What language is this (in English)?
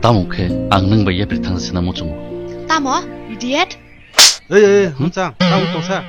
Kok Borok